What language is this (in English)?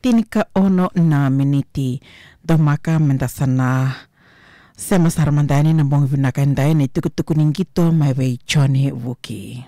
Fijian